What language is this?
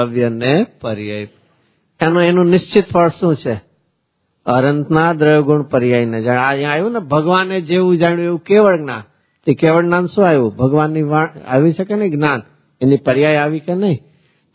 Gujarati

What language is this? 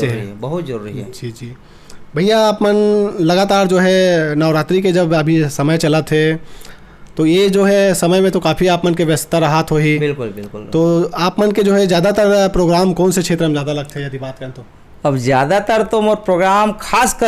Chhattisgarhi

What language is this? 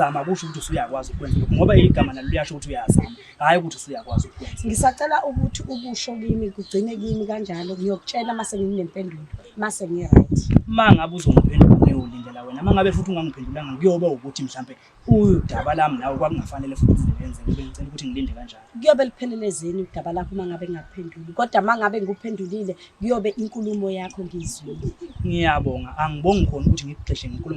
Zulu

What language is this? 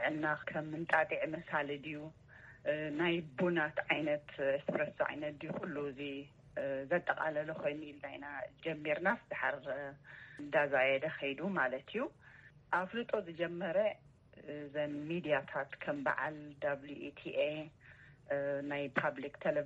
Tigrinya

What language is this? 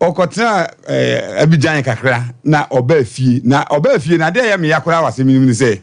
Akan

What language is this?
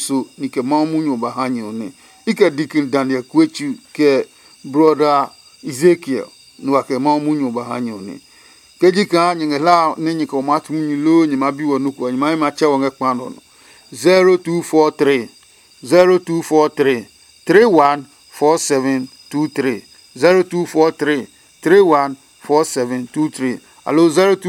Adangme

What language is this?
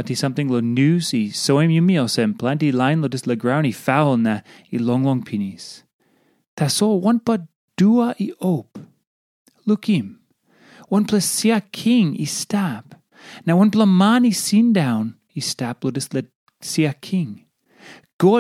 Tok Pisin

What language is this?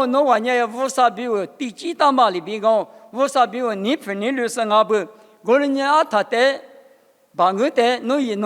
Lisu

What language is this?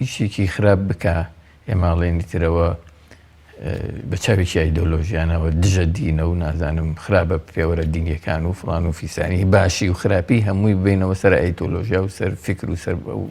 Central Kurdish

